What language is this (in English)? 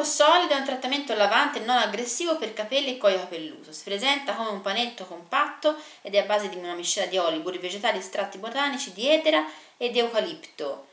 Italian